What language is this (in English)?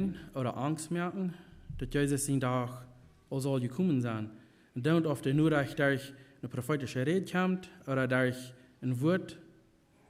Plautdietsch